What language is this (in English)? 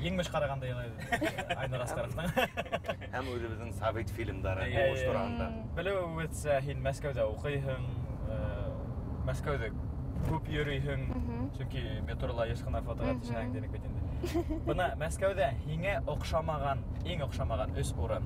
Bashkir